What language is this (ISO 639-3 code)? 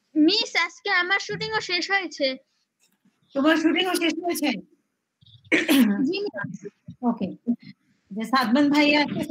ben